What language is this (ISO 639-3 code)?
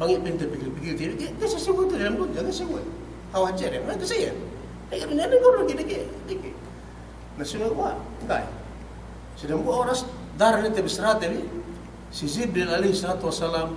yka